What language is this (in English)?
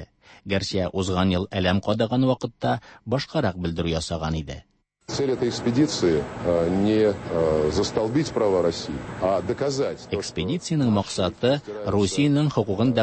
Tatar